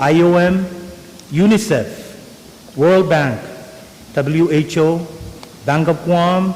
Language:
Pohnpeian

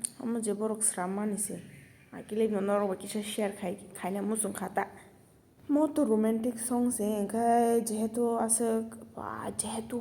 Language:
Kok Borok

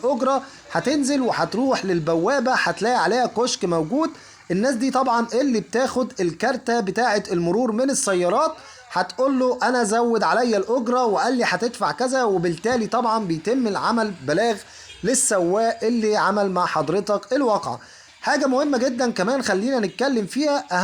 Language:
Egyptian Arabic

